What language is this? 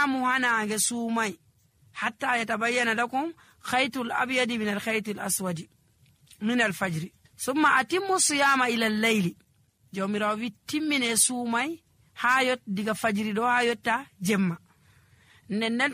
Nigerian Fulfulde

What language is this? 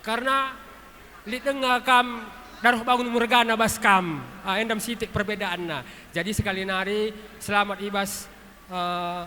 Batak Karo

